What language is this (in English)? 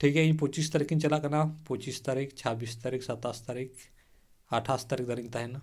Santali